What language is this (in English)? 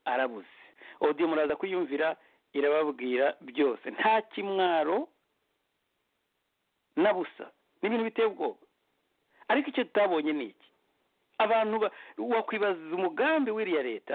Kinyarwanda